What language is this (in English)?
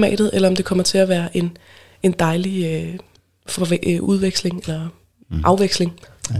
Danish